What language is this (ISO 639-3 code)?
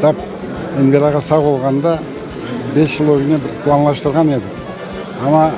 crh